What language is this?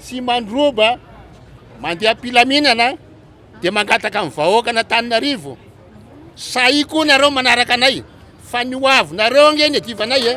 Malagasy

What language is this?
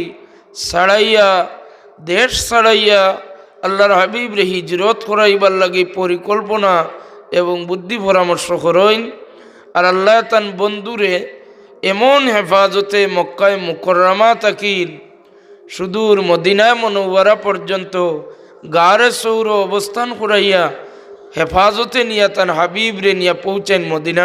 Sylheti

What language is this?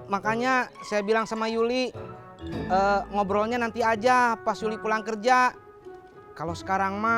Betawi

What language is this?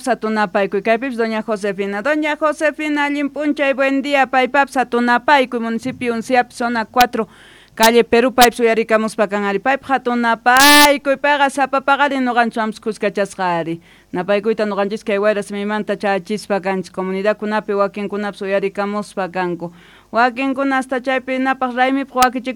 Quechua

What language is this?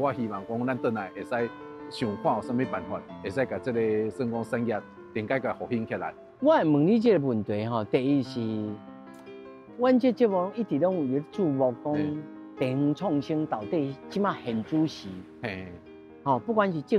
Min Nan Chinese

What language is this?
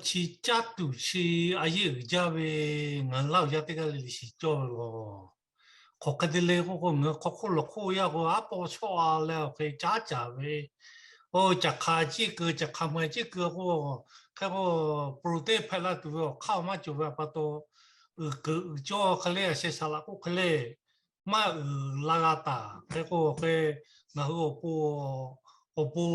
Lahu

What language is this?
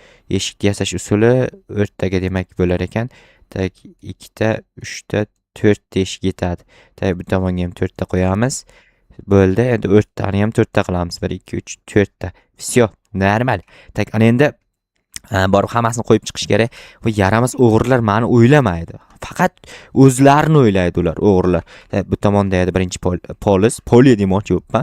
Uzbek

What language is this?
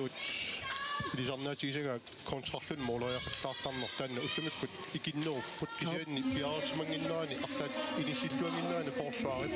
Kalaallisut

